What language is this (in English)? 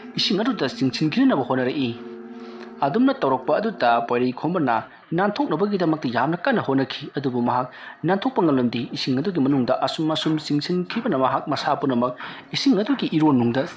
Manipuri